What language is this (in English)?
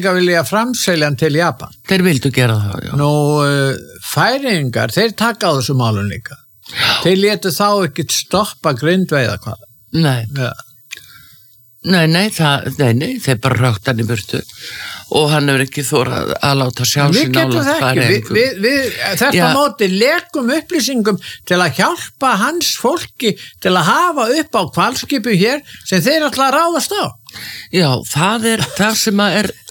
Icelandic